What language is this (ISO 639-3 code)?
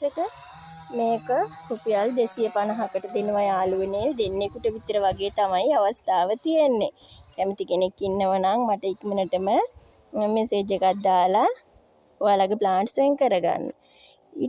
sin